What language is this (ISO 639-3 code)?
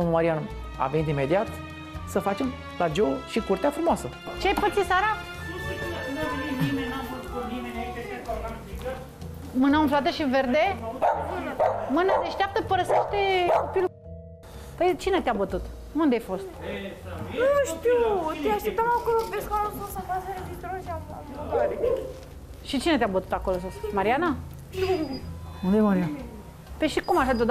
ron